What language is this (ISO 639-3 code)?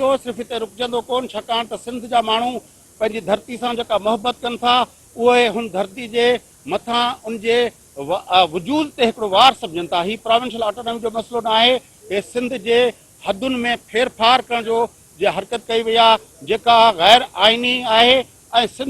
snd